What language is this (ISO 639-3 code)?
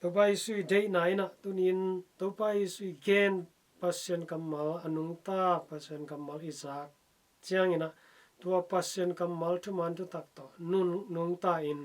ctd